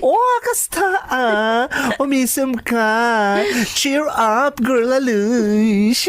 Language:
Iloko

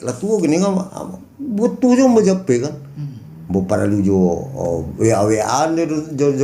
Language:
Minangkabau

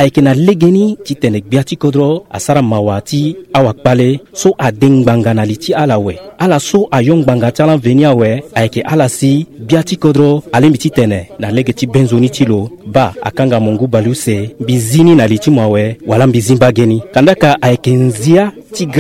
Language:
Sango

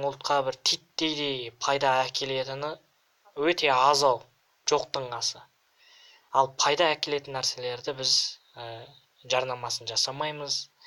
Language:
Kazakh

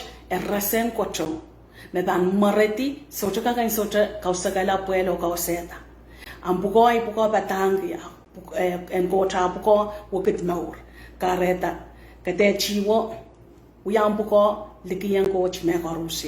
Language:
Pohnpeian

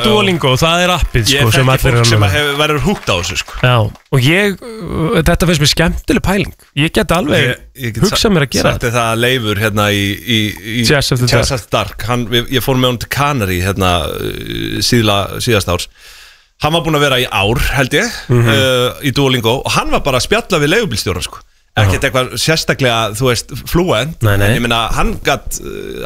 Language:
Icelandic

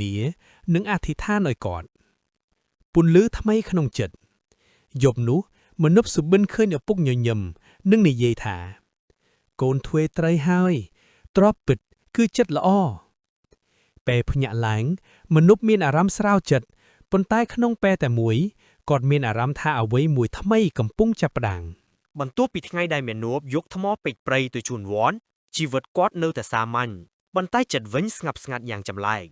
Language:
Khmer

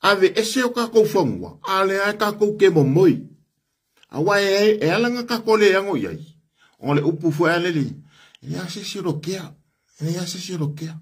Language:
Samoan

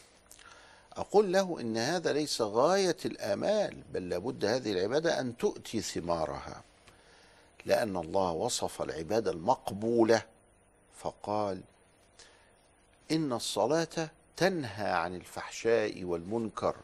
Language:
Egyptian Arabic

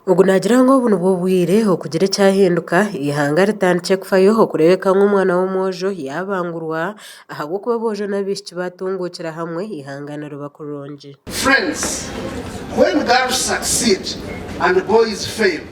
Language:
Nyankole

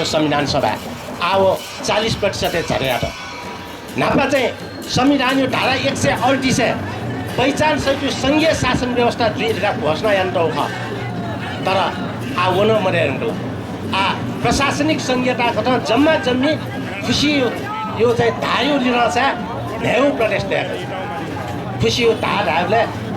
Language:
Newari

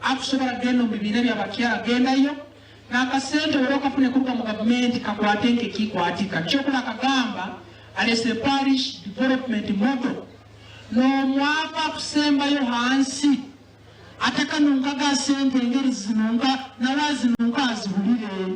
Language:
Nyankole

